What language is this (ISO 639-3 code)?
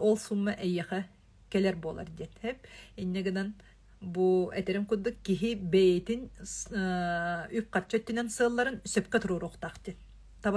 sah